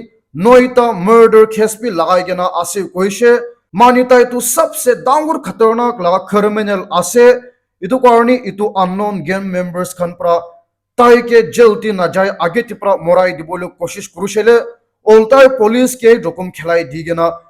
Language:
Naga Pidgin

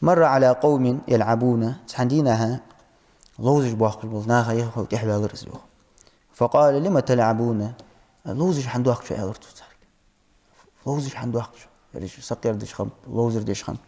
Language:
Ingush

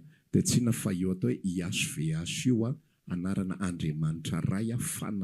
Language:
Malagasy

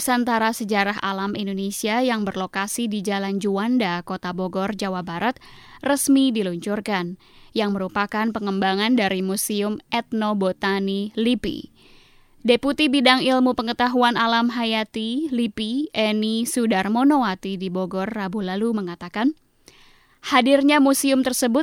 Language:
Indonesian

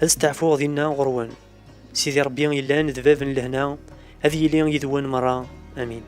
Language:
Kabyle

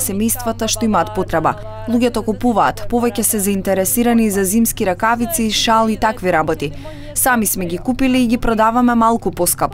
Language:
Macedonian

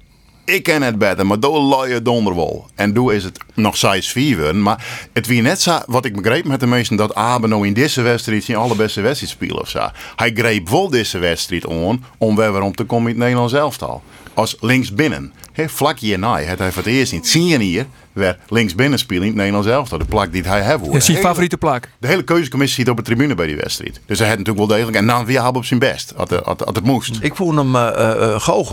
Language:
Western Frisian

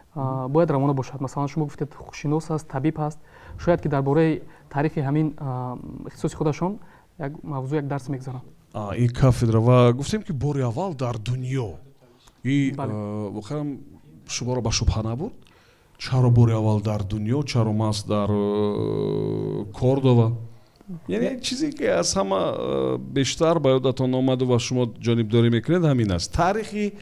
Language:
Tajik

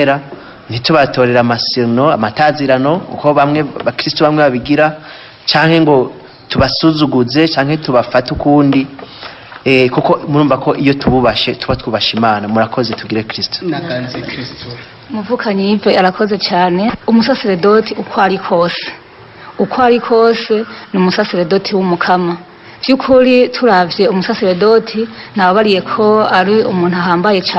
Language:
Rundi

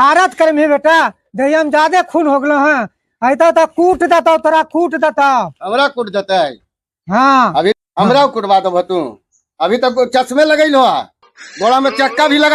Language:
Magahi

